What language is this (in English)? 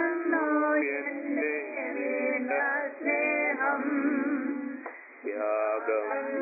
Malayalam